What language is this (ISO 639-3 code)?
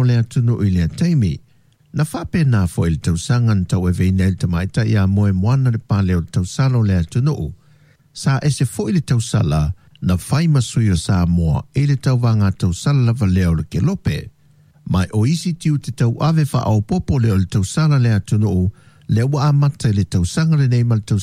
smo